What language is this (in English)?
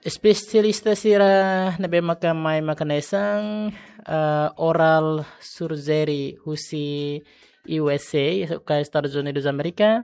Tetum